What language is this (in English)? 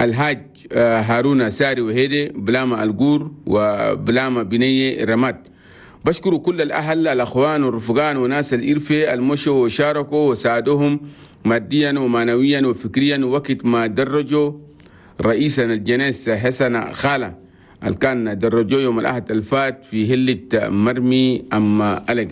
Chadian Arabic